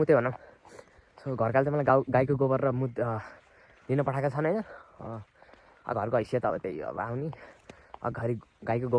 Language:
Nepali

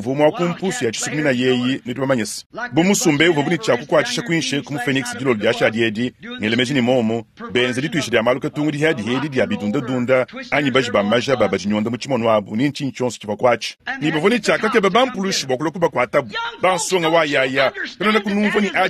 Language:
Luba-Lulua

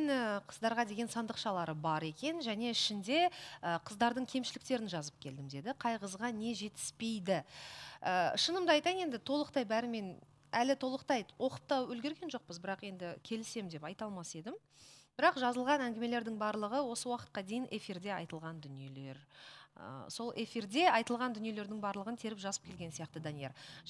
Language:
Kazakh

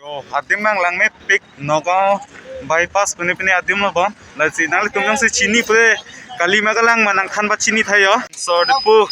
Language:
Karbi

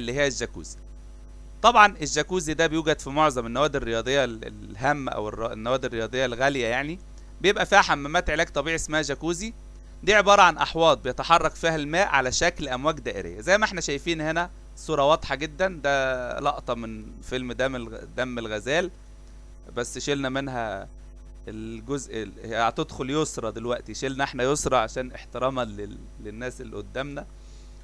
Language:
Egyptian Arabic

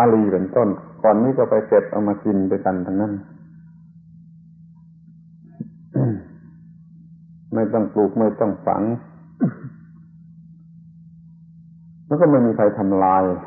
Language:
Thai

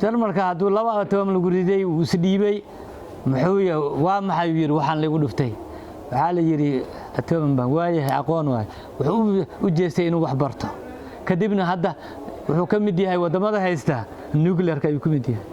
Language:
Somali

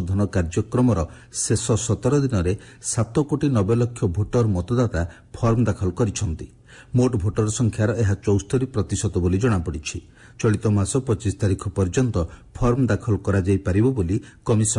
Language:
Odia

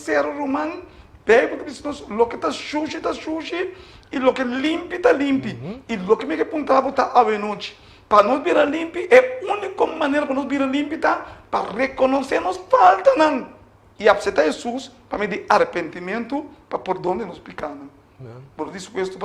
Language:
Papiamento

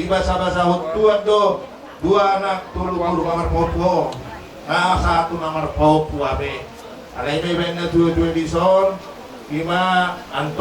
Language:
Batak Toba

